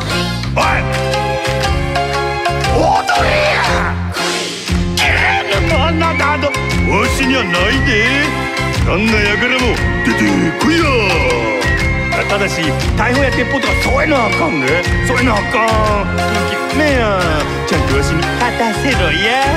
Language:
Japanese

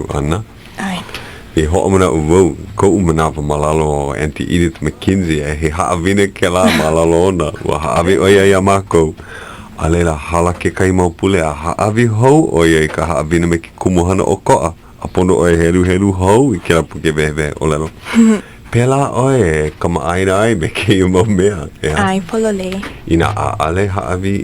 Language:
Hawaiian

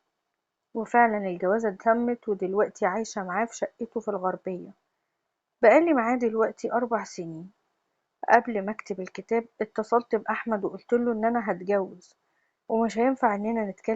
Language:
Egyptian Arabic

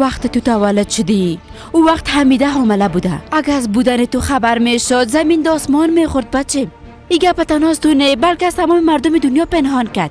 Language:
Persian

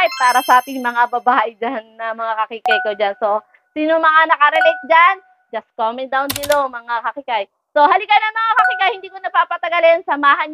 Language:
Filipino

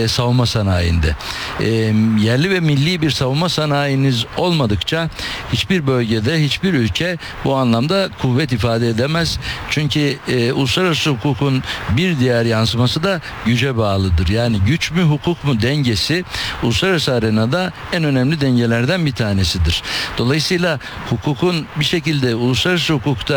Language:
Turkish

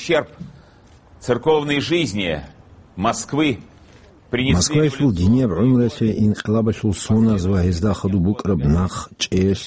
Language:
Avaric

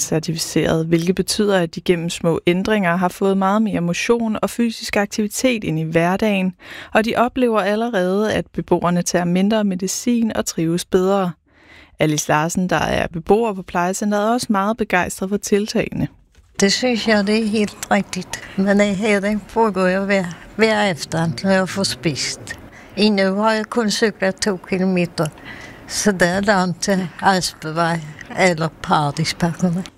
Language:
Danish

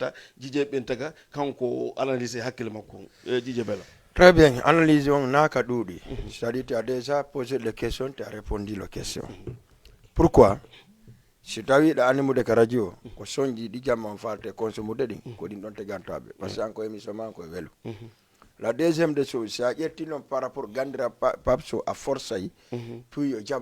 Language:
Fula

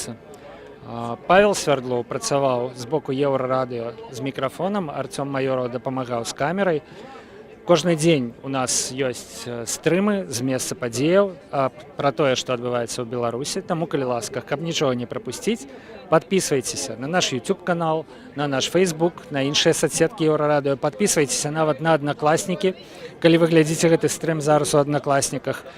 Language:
Belarusian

